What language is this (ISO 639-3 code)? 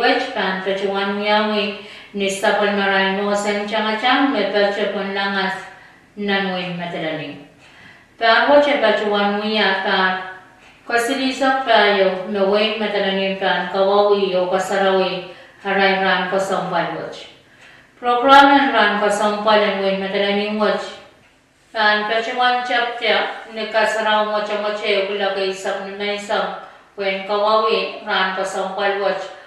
pon